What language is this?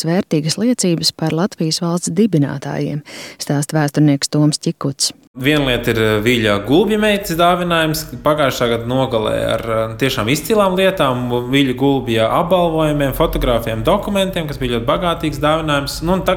Latvian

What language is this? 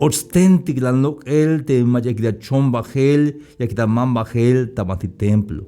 Tzeltal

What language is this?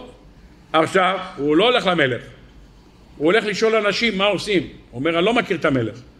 Hebrew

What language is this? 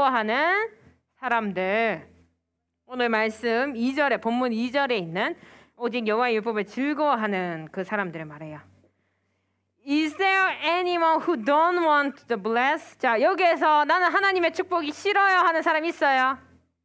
Korean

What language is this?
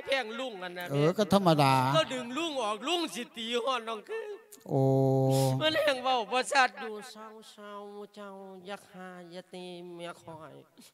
Lao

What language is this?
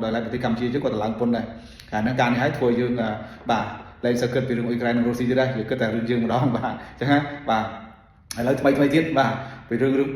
Khmer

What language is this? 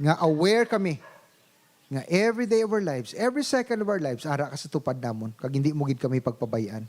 Hiligaynon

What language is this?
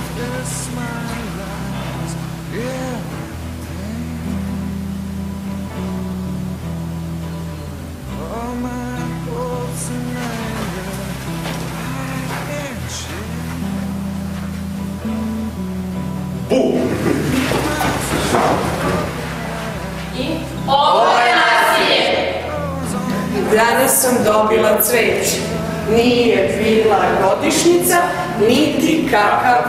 Serbian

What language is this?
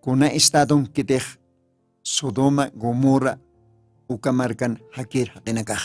Aymara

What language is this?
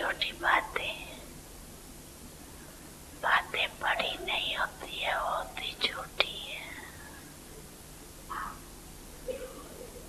Hindi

